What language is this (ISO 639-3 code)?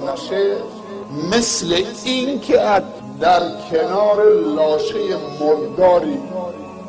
tgk